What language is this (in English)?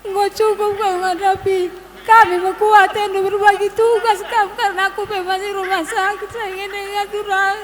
Batak Karo